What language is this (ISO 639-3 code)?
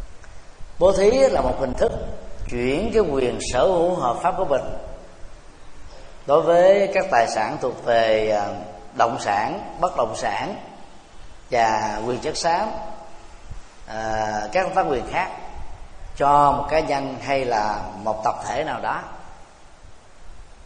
vie